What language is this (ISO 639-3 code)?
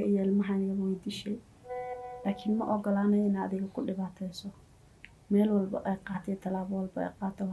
som